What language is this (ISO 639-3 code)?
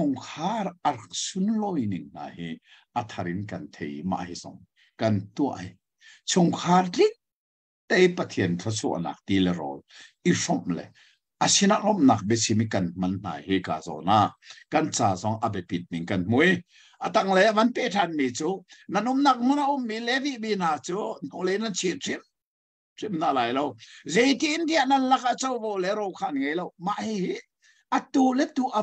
cnh